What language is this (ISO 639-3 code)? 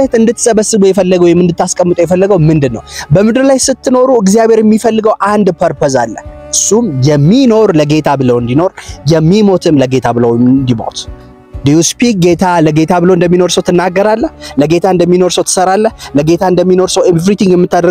amh